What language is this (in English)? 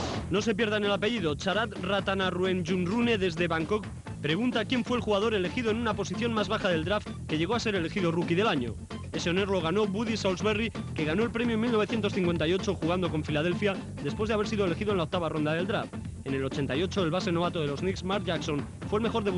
Spanish